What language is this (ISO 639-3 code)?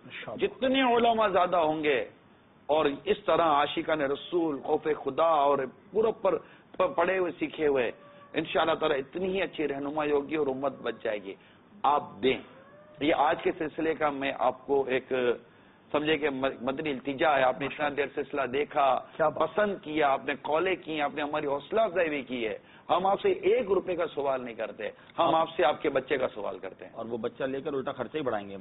urd